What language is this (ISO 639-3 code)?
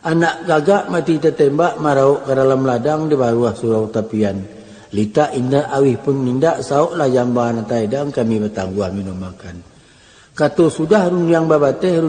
min